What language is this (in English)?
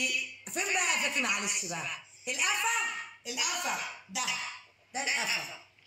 Egyptian Arabic